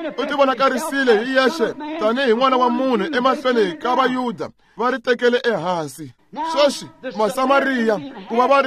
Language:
Tsonga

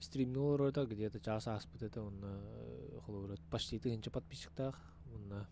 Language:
Yakut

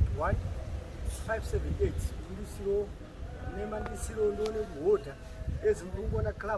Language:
Shona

